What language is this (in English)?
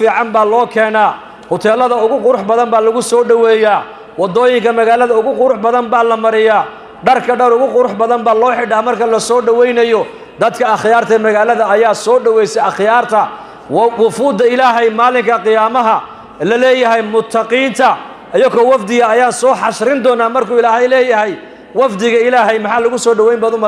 Somali